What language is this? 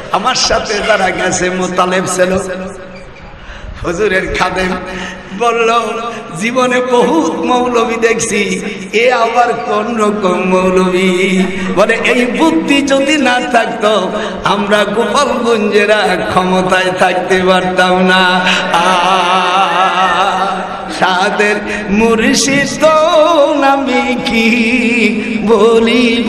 Bangla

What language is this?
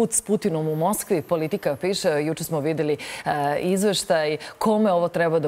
Serbian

